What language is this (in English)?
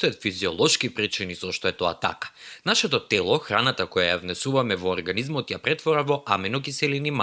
Macedonian